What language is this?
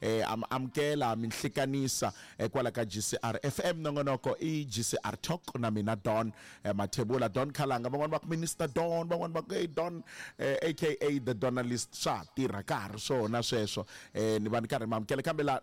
Tsonga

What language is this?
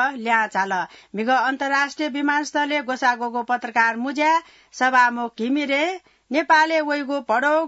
Newari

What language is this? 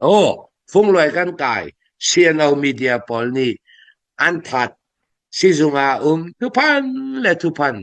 Hakha Chin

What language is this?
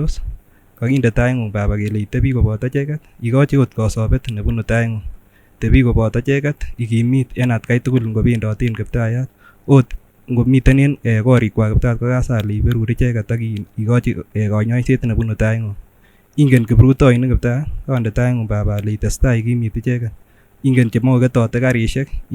Kipsigis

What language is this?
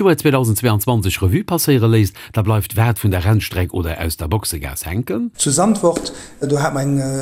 Luxembourgish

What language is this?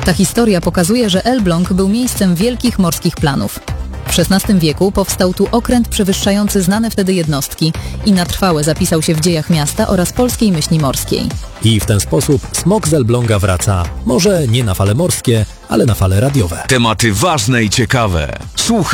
Polish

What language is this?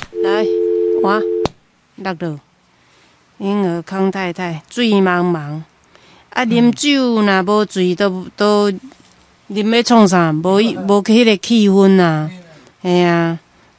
Min Nan Chinese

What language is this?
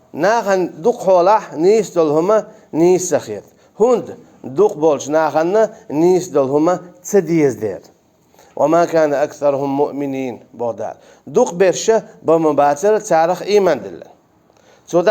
Chechen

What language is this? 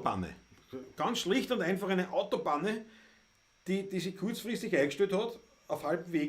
Bavarian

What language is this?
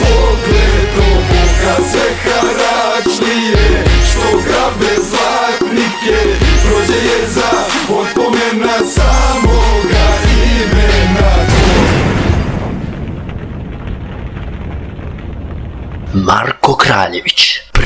Serbian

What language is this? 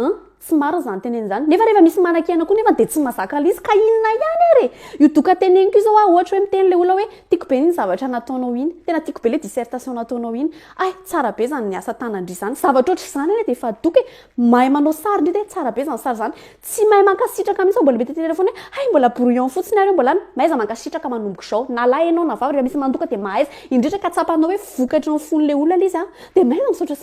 Malagasy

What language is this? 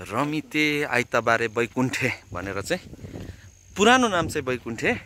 Nepali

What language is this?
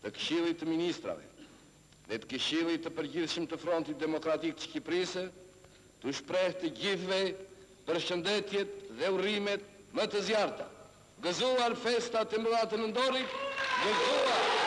Albanian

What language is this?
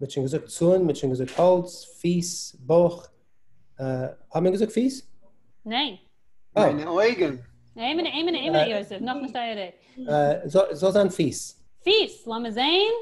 Yiddish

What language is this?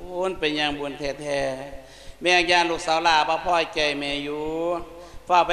Lao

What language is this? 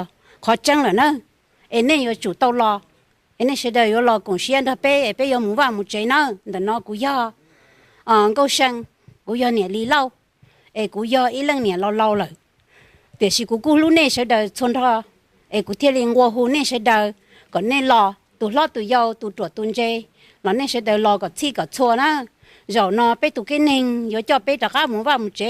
Hmong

